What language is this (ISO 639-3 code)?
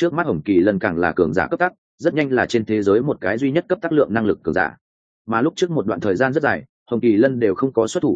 vie